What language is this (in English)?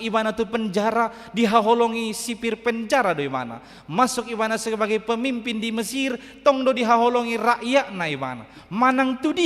Batak Toba